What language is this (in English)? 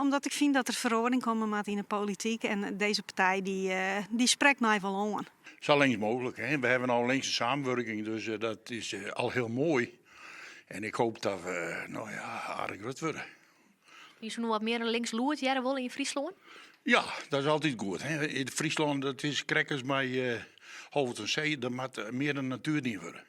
Western Frisian